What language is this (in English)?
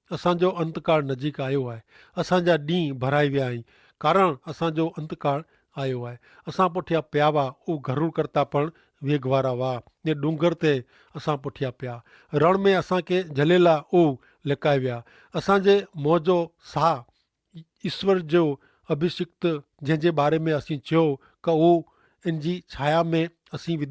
Kachhi